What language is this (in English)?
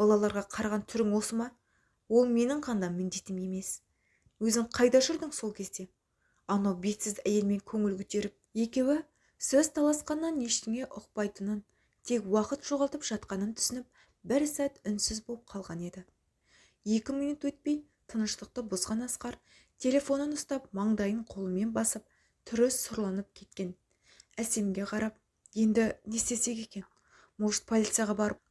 Kazakh